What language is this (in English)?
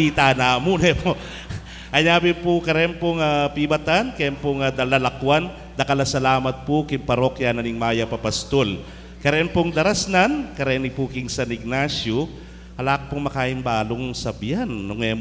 Pampanga